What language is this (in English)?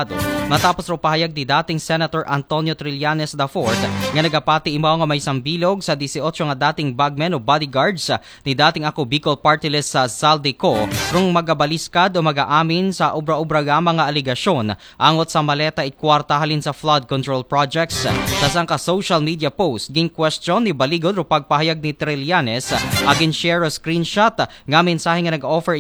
Aklanon